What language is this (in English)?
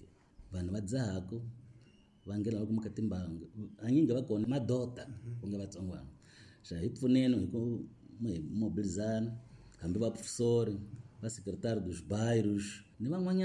Tsonga